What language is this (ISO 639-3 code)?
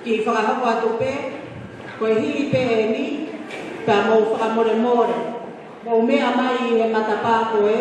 ton